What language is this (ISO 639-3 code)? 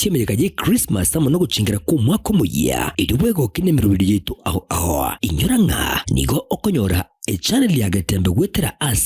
guz